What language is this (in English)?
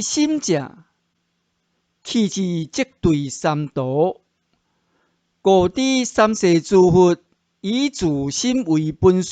Min Nan Chinese